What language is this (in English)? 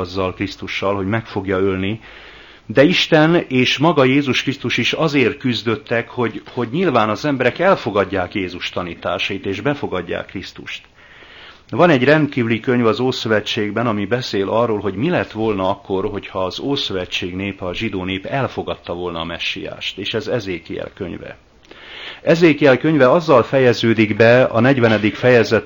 Hungarian